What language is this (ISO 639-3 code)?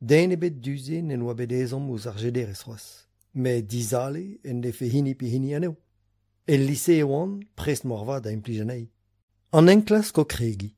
bre